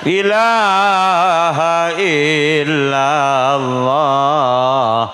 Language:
Madurese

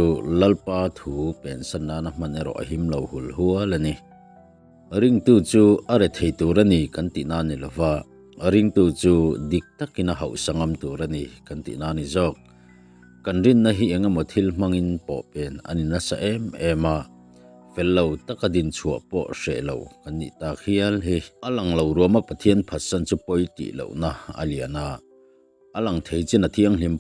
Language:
Mizo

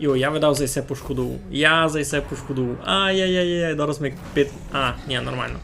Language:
Rusyn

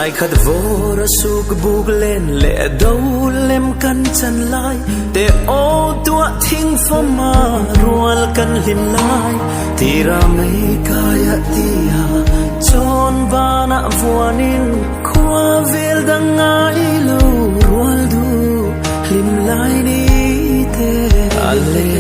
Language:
Hmar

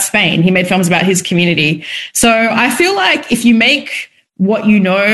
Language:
English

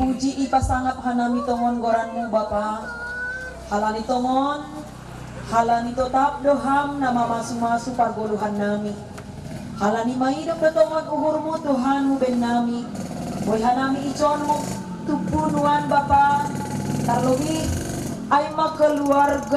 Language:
Batak Simalungun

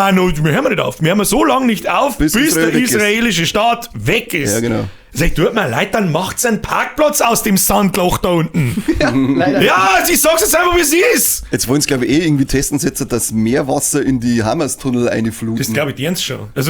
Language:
Bavarian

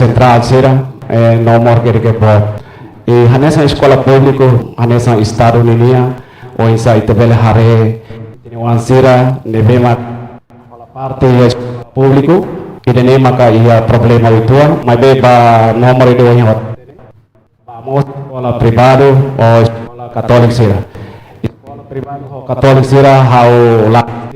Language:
Tetum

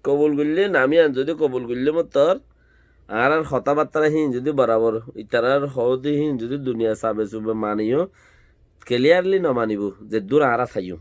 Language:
Rohingya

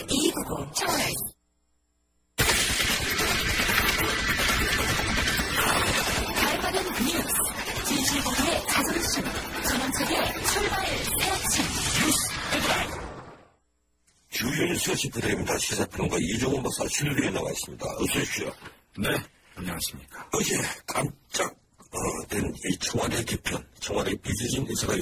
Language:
Korean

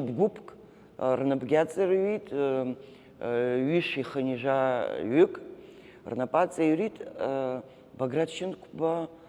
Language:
Abkhazian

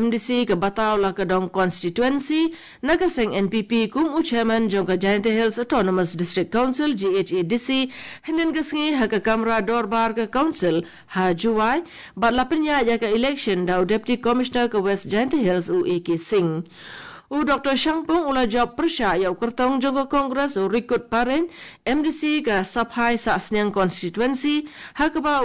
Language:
Khasi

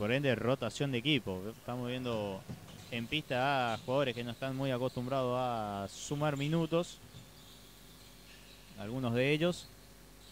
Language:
Spanish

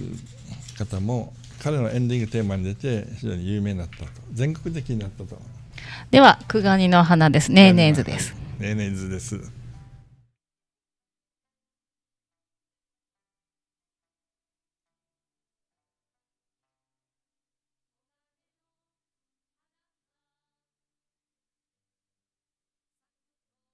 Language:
Japanese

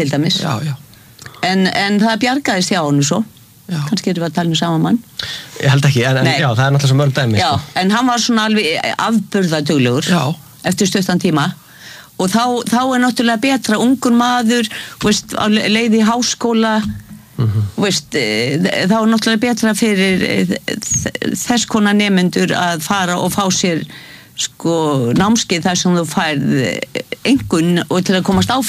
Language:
Icelandic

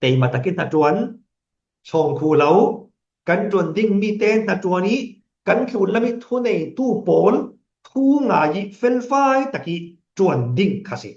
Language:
Falam Chin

